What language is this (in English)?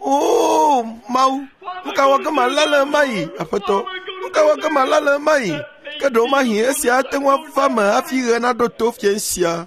Ewe